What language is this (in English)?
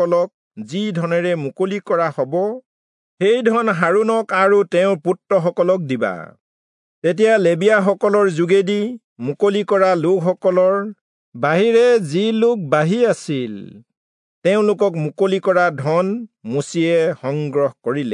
Assamese